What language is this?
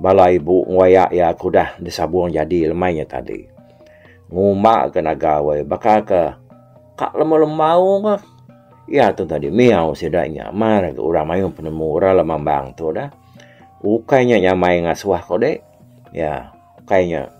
Iban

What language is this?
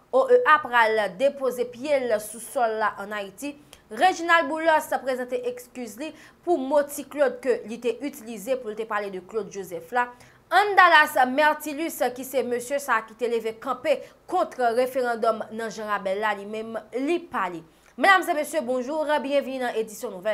Haitian Creole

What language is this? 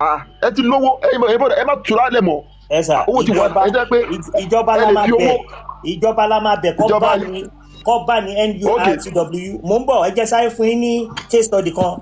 Yoruba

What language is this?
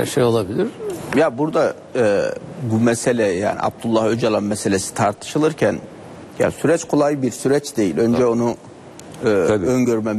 Turkish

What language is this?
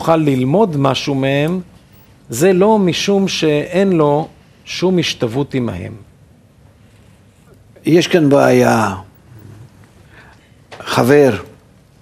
Hebrew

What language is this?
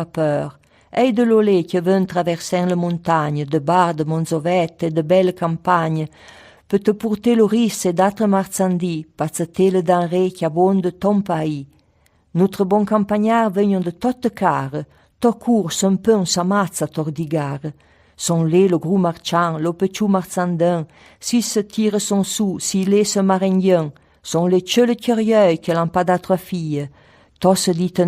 Arpitan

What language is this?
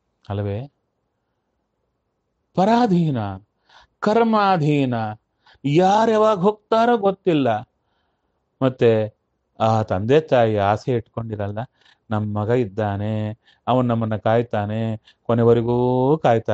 Kannada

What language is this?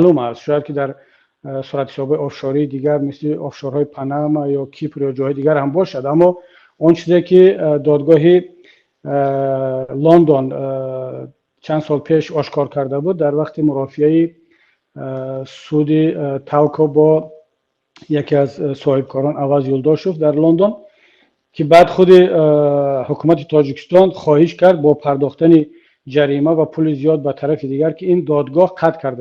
Tajik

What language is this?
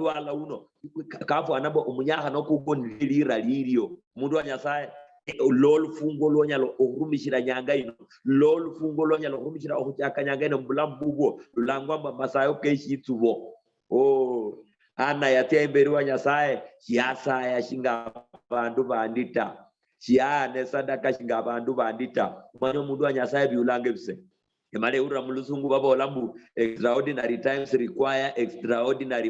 Luyia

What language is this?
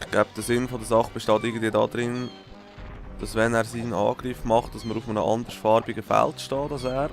Swiss German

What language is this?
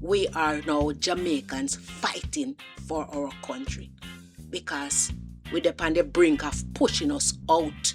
Jamaican Creole English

